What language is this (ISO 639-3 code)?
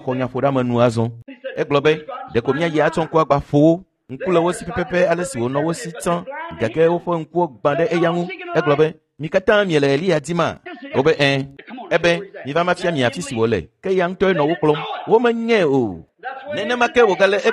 ewe